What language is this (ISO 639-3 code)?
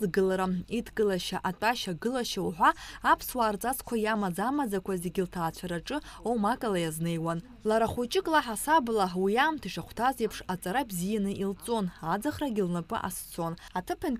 abk